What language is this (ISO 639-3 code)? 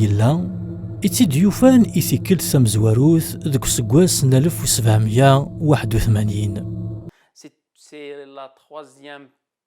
kab